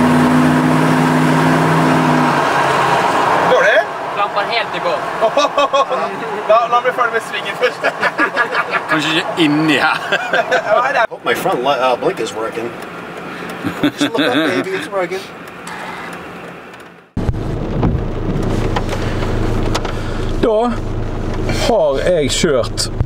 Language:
Norwegian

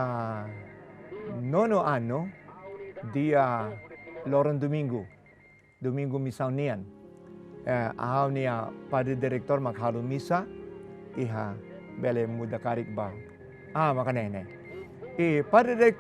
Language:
Tetum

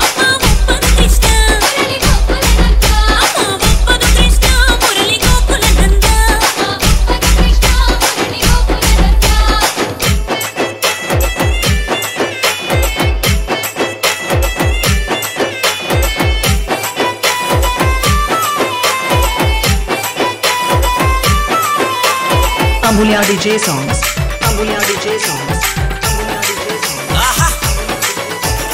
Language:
Telugu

